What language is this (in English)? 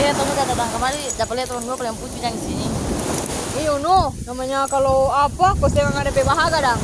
Manado Malay